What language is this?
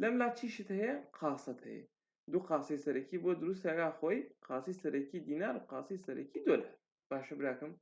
Central Kurdish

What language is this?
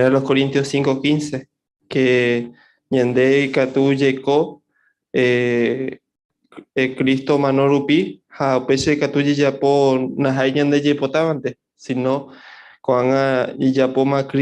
Guarani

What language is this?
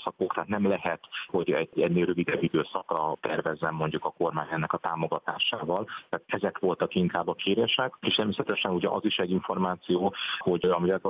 Hungarian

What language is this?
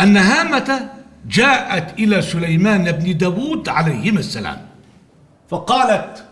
Egyptian Arabic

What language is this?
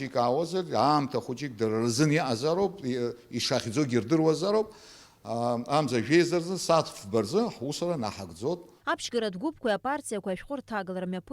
Abkhazian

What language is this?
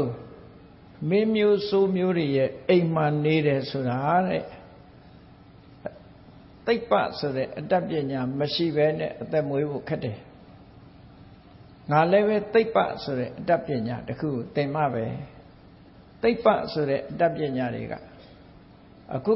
Burmese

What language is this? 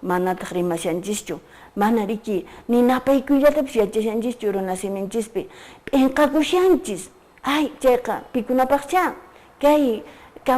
Quechua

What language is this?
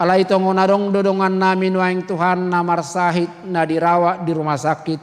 Batak Toba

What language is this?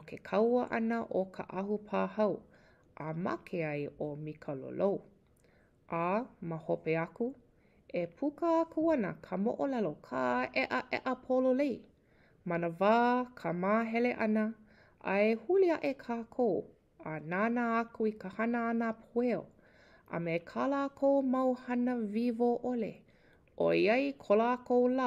Hawaiian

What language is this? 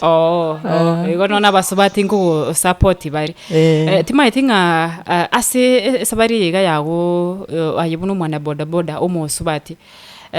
Gusii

